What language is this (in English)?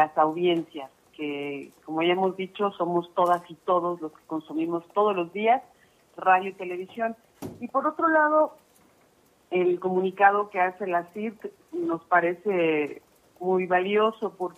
Spanish